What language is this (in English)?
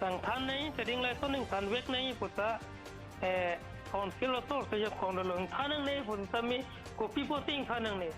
Karbi